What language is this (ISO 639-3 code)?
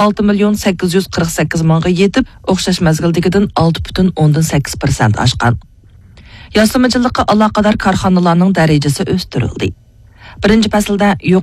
uig